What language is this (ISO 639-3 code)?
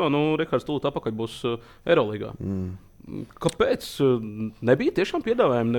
lav